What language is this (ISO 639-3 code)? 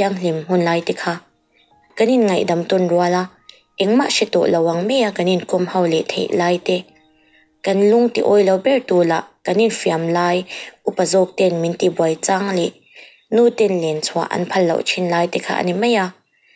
lus